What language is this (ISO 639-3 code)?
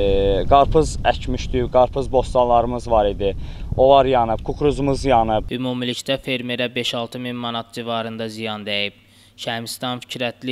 aze